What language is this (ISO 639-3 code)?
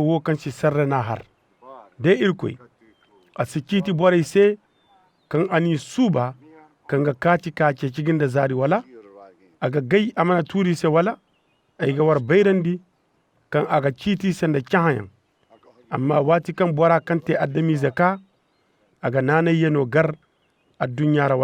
dje